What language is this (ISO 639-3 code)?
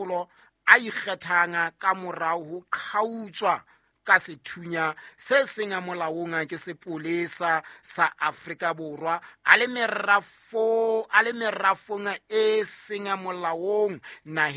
sot